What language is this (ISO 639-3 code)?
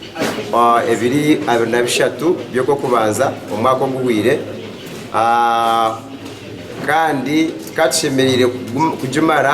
nyn